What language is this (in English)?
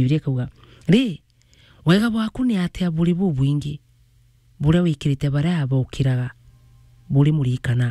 Meru